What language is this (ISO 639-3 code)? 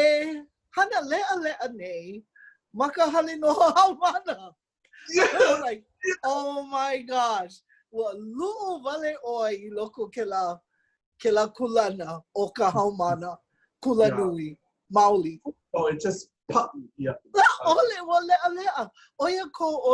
haw